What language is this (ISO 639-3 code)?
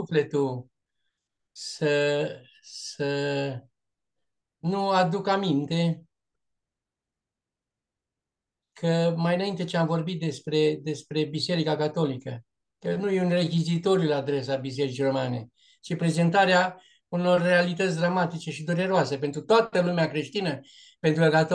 ron